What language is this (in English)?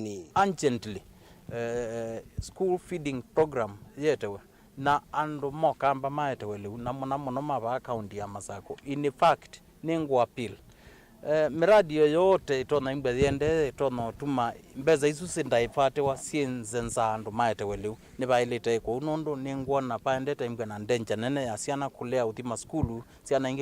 Kamba